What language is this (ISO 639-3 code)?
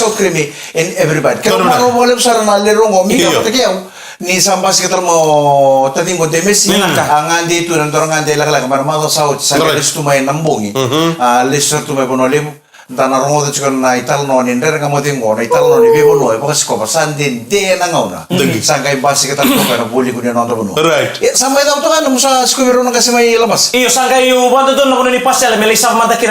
fij